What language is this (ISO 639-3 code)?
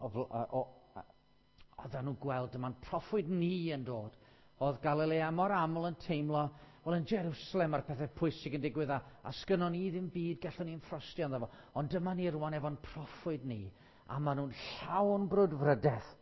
cym